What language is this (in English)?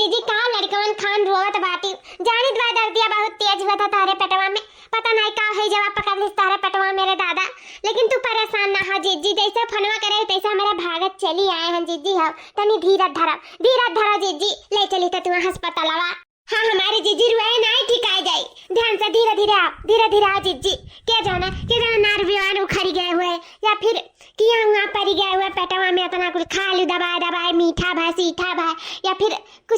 Awadhi